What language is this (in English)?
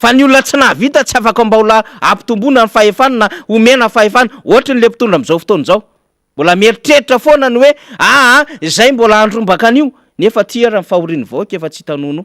Malagasy